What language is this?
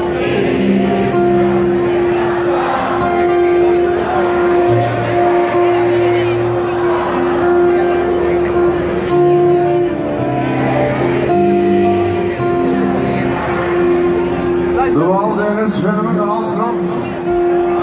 Norwegian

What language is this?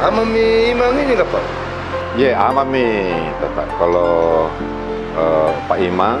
Makassar Malay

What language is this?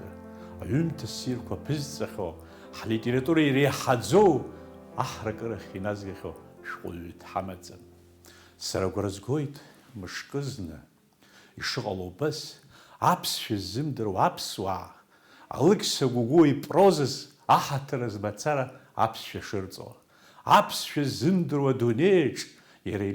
Abkhazian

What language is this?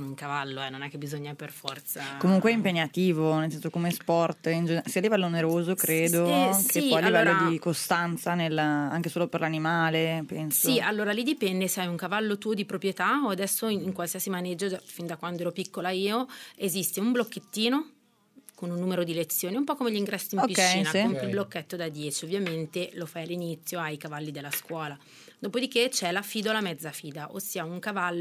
Italian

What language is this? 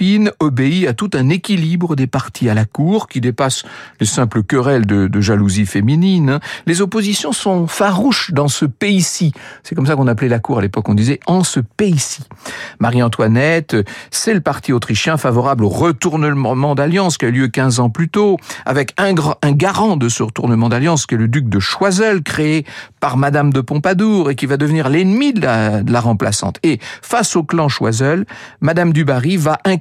French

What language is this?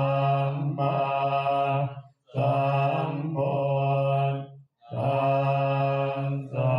Pali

